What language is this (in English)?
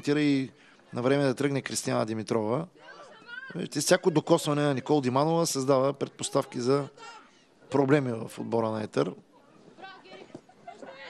Bulgarian